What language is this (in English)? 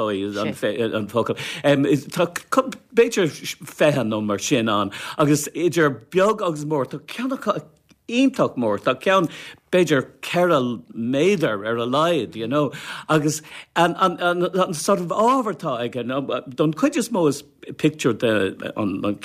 Irish